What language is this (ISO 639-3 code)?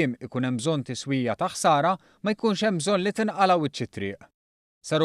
mlt